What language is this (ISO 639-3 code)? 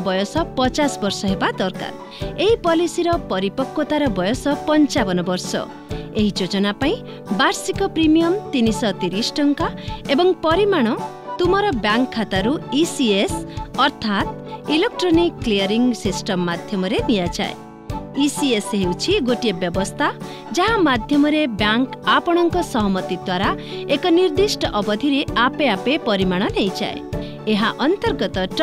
ori